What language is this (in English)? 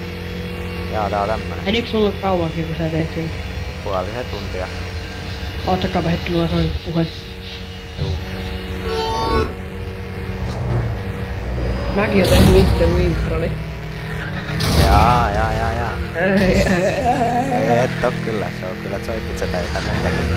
Finnish